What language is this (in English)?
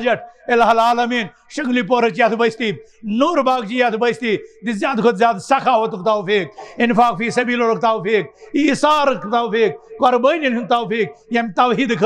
Kashmiri